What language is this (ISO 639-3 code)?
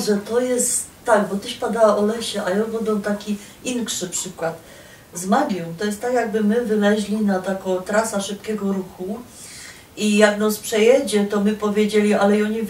szl